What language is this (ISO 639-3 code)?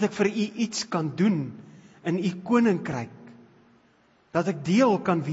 afr